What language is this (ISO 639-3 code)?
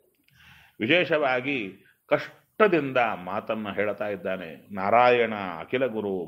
kan